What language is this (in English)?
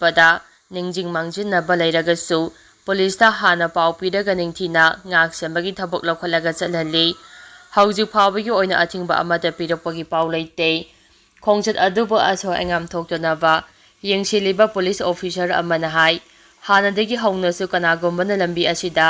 Manipuri